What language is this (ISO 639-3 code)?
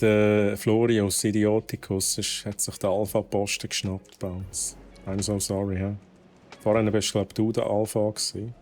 gsw